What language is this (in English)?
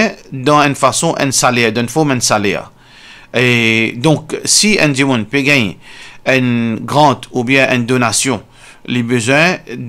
Morisyen